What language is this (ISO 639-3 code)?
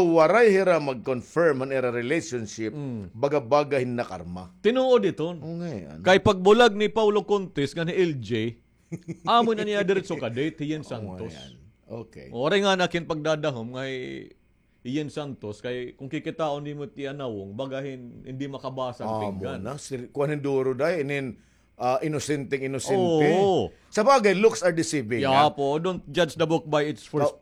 war